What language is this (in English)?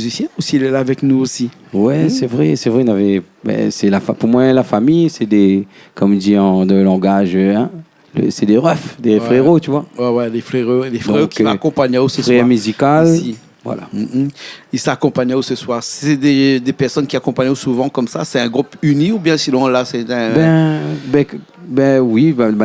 Réunion Creole French